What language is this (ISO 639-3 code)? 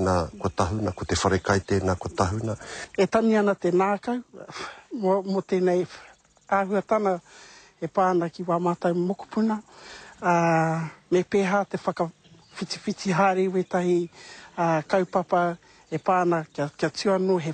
mri